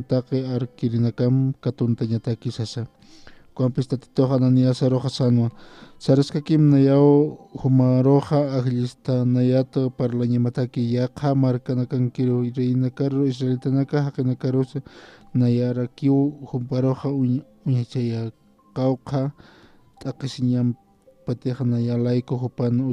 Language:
Aymara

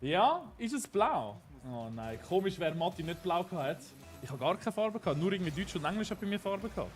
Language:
Swiss German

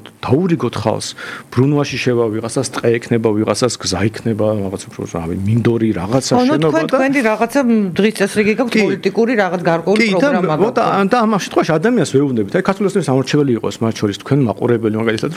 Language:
Georgian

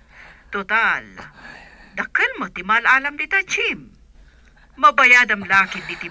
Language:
Iloko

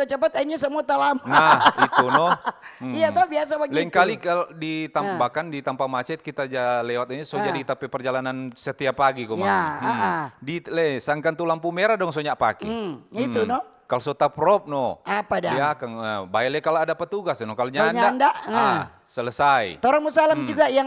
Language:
Manado Malay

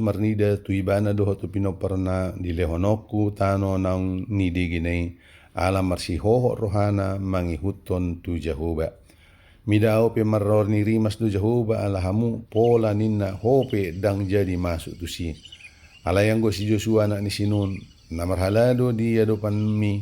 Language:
Batak Toba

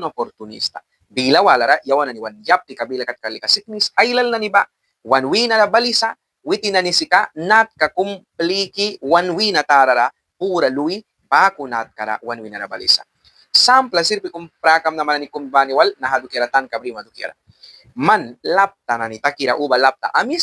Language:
Mískito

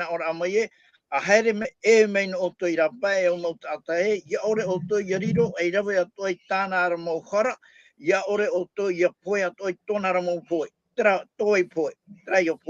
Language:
Tahitian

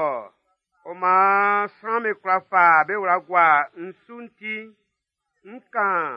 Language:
Baoulé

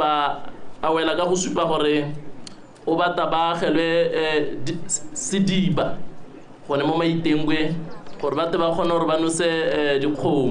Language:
Tswana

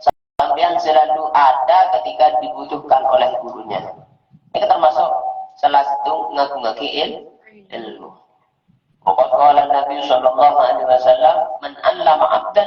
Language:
Madurese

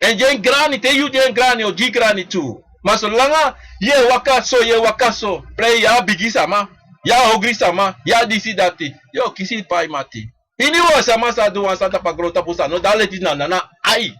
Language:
Sranan Tongo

